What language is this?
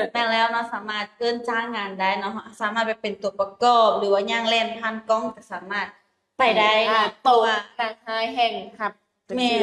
Lao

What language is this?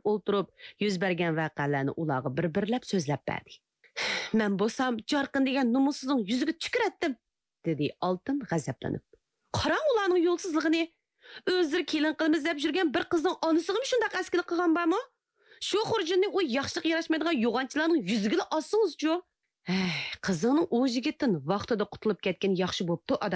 Uyghur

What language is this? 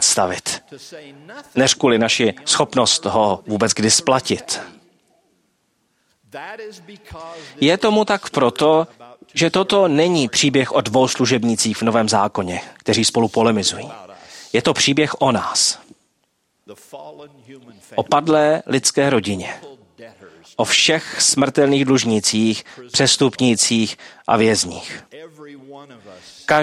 Czech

